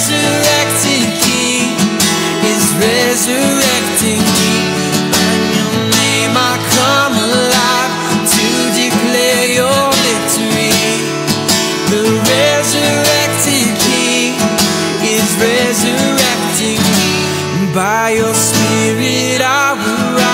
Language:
English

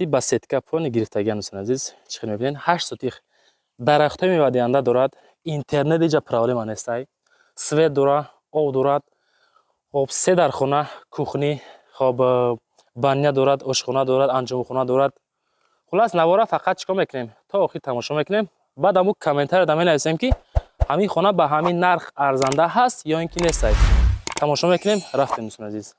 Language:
Tajik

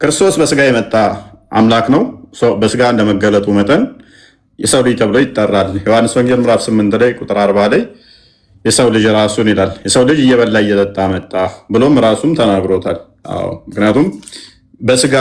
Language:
Amharic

